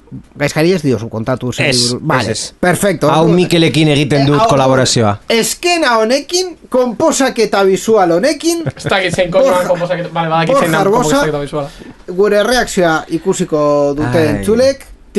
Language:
Basque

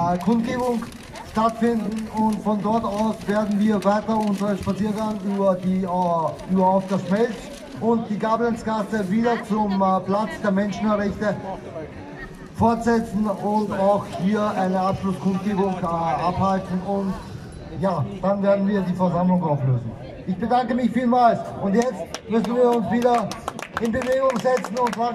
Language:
German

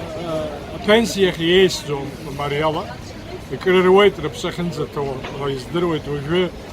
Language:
Abkhazian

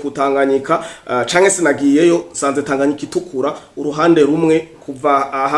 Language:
Rundi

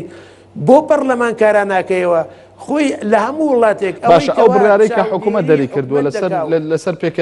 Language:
Central Kurdish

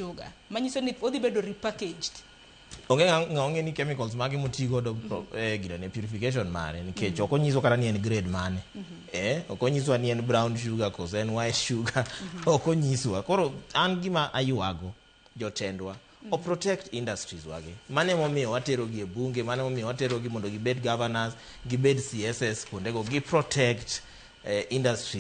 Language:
Luo (Kenya and Tanzania)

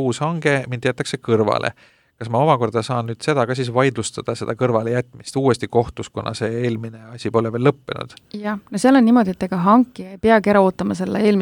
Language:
Estonian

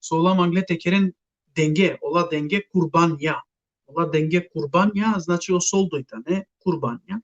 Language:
Balkan Romani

